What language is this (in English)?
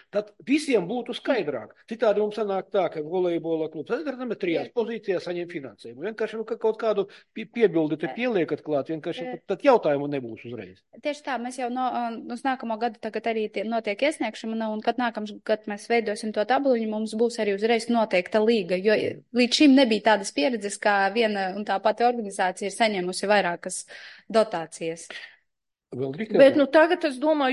Latvian